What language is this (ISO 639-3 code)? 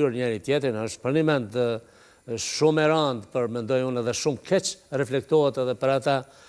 sqi